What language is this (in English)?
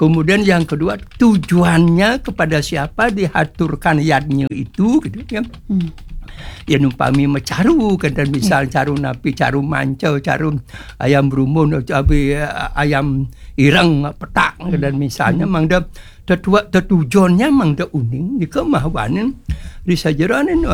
Balinese